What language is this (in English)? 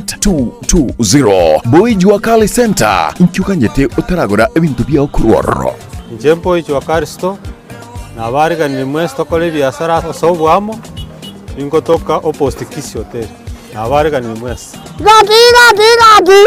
Gusii